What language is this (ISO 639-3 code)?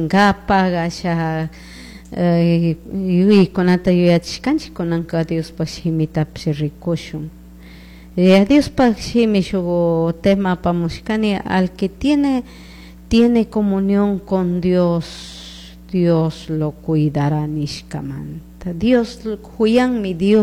qug